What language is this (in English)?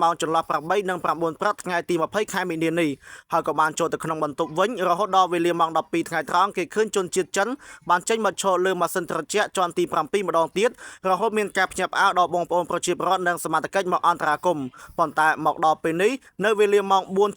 Khmer